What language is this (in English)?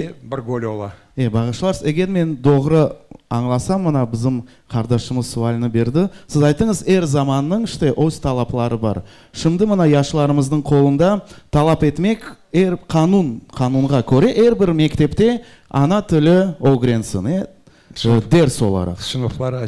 Crimean Tatar